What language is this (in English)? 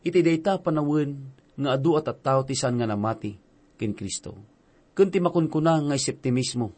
Iloko